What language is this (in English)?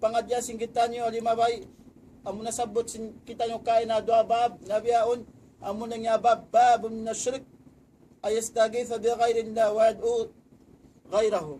Tausug